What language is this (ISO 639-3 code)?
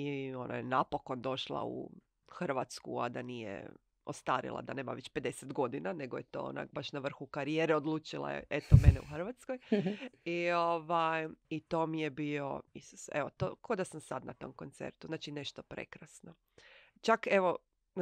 hrv